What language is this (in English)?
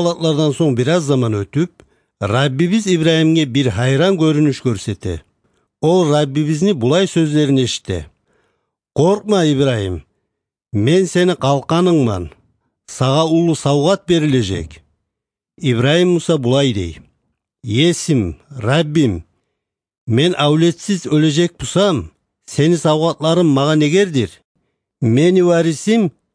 Kumyk